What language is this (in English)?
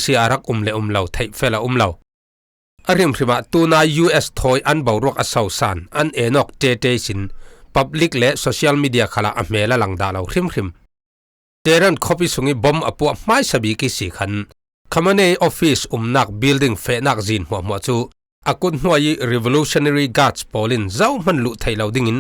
Falam Chin